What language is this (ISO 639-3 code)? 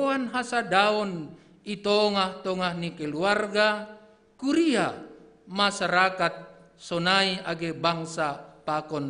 bts